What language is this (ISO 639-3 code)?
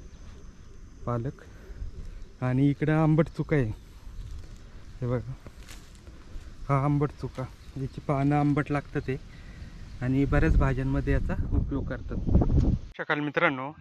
mar